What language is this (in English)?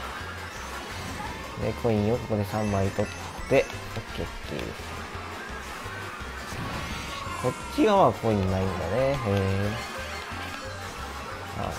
Japanese